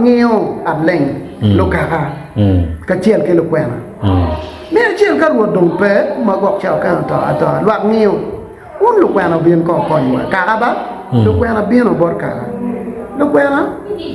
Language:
Acoli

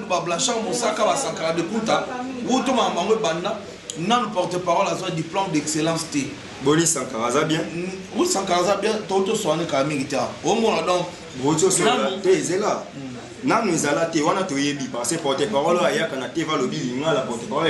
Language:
Lingala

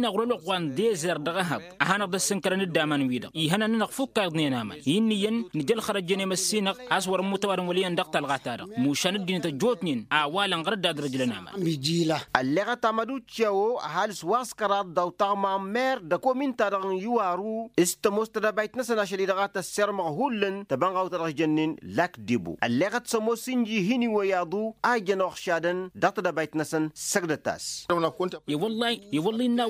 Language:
Tamasheq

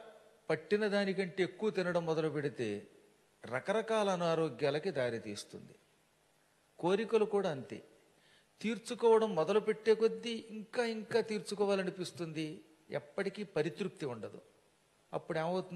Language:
Telugu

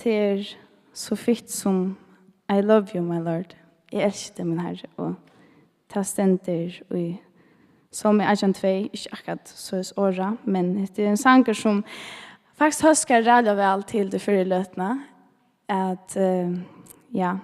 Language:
Faroese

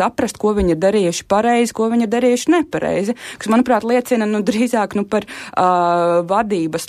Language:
Latvian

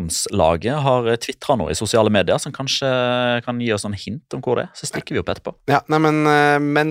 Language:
Norwegian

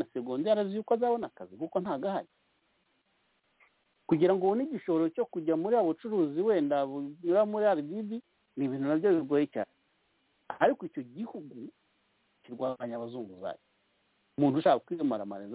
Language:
Kinyarwanda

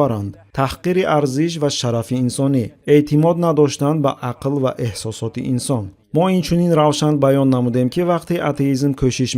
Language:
Tajik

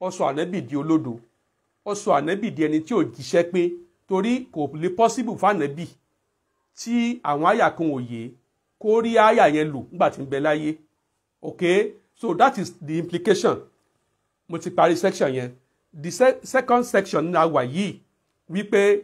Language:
Yoruba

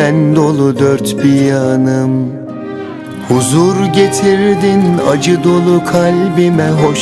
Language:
Turkish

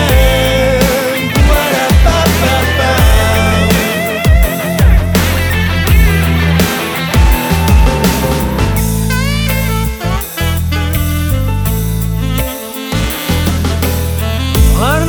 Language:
Kazakh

